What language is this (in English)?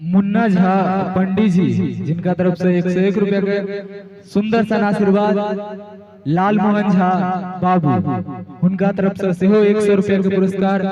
Maithili